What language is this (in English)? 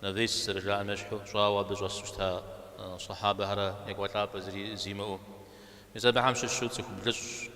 Kabardian